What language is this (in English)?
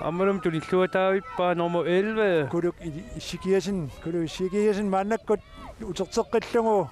Kalaallisut